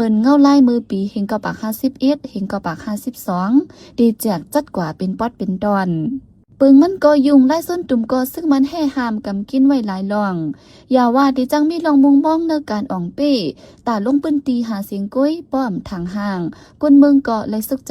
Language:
Shan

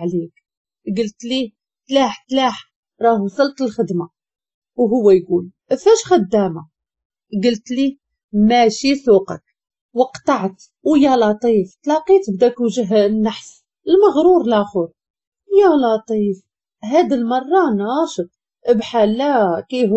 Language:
Moroccan Arabic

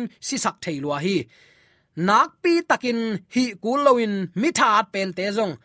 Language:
Tedim Chin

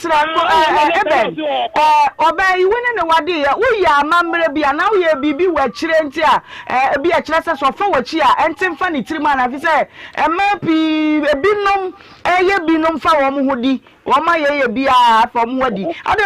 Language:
Akan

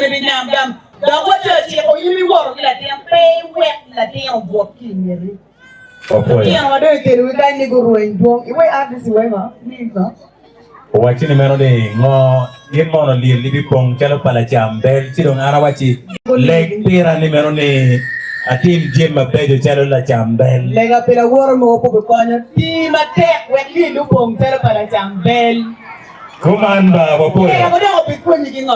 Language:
Acoli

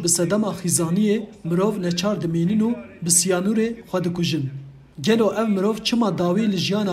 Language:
Kurdish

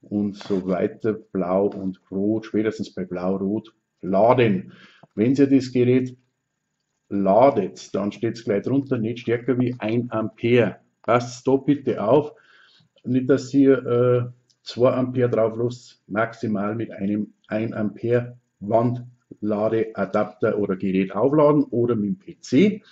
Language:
Bavarian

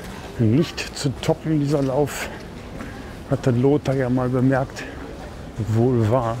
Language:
German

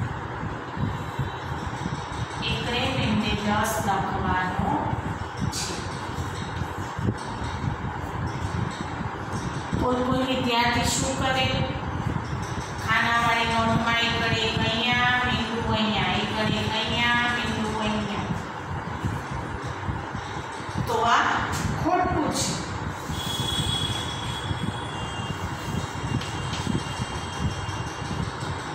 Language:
Gujarati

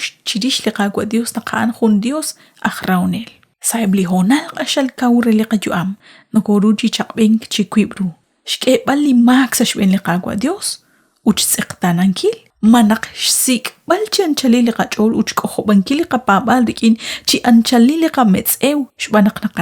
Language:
Kekchí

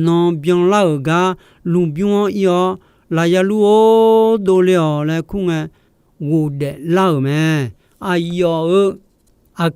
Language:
Akha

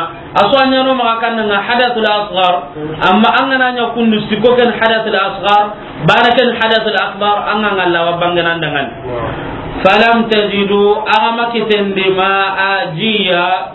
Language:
Soninke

